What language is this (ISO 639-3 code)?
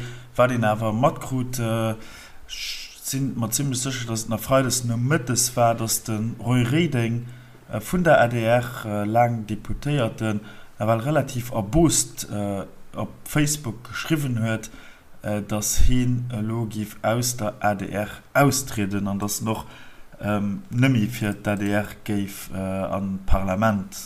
ltz